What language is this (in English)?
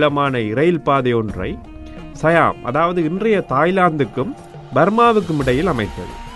Tamil